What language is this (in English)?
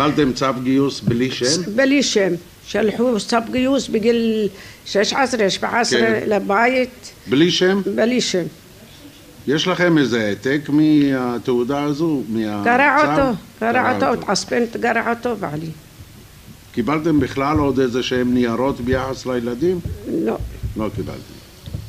Hebrew